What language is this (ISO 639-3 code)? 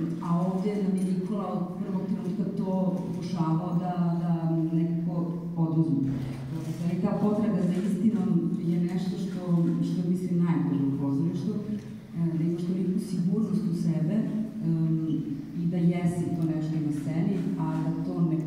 srp